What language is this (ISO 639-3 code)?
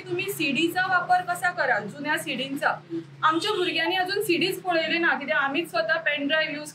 kok